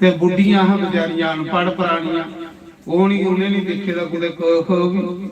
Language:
Dogri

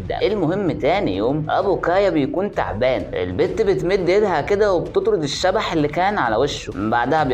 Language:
Egyptian Arabic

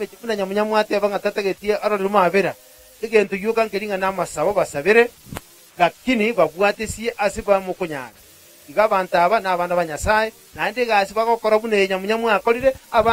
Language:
Gusii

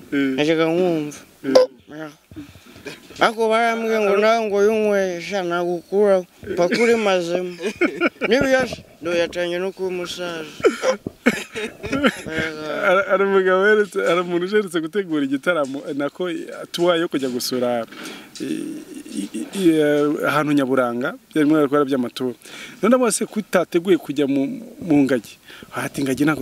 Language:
Kinyarwanda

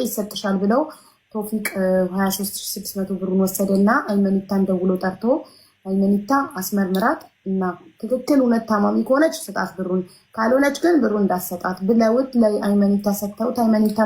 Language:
Amharic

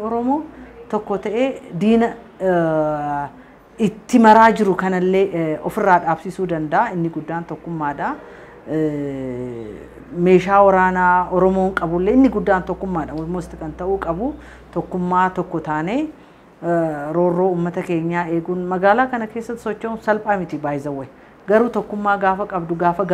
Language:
Oromo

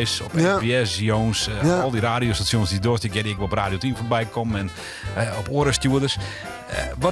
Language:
Western Frisian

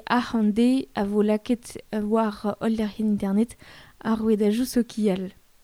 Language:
Breton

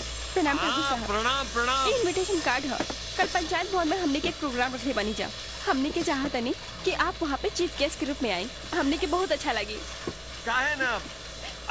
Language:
Bhojpuri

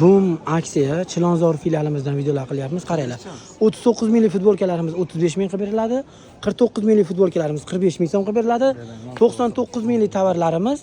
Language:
Uzbek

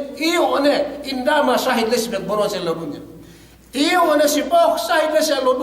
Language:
Yakan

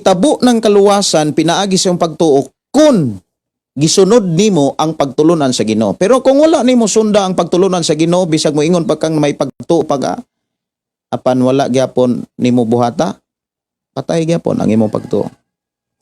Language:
Cebuano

